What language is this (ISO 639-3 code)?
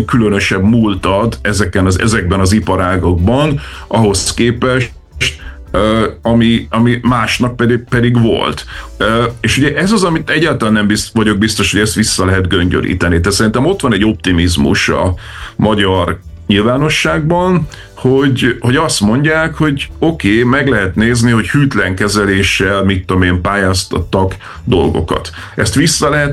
hun